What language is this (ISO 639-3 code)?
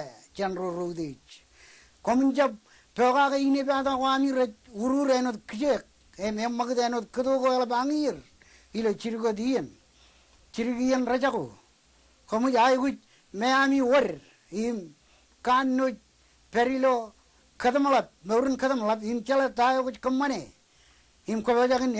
mah